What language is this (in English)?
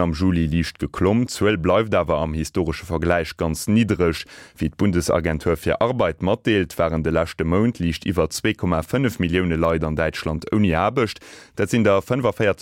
Luxembourgish